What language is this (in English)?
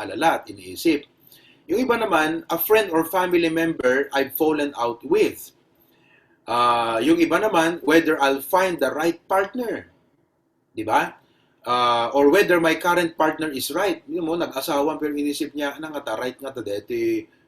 Iloko